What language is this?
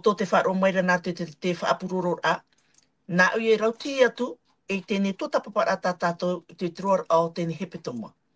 Tahitian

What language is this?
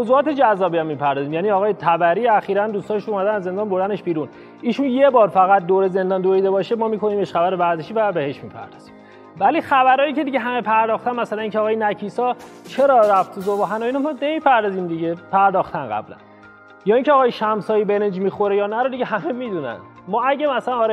Persian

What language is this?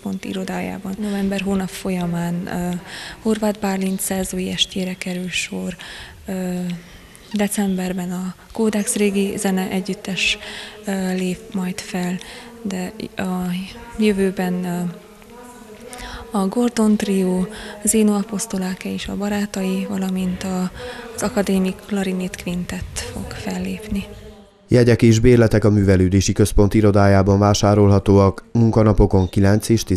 Hungarian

